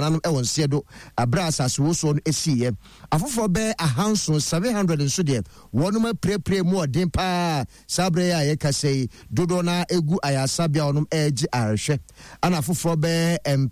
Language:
Akan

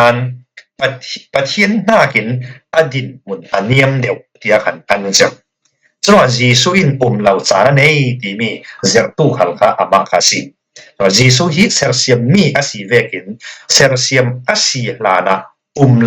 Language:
Falam Chin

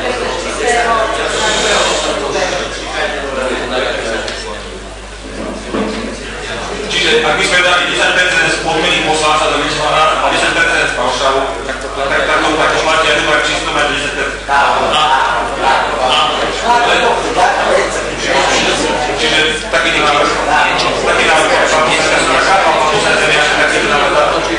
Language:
Slovak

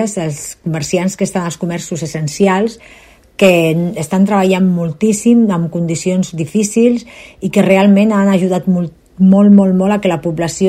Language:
Catalan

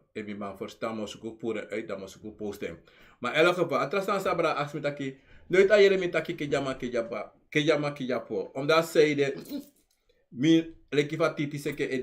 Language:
Sranan Tongo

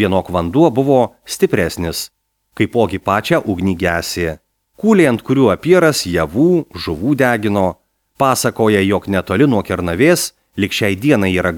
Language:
Lithuanian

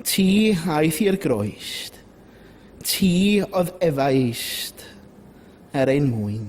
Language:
Welsh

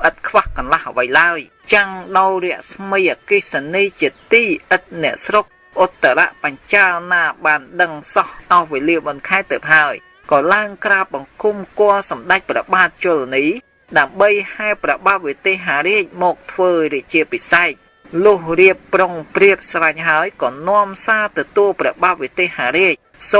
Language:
Khmer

